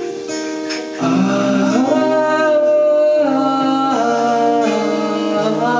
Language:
Icelandic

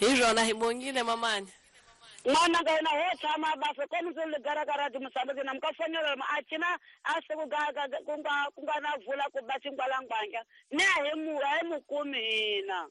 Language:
Tsonga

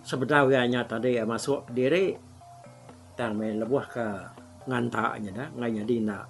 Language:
Iban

